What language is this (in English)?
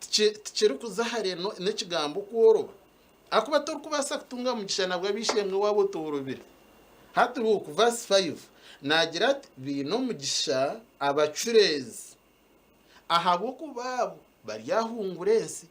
Nyankole